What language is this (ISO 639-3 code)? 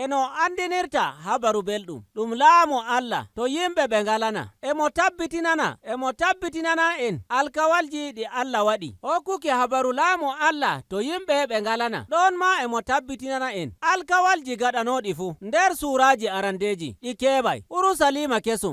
fuv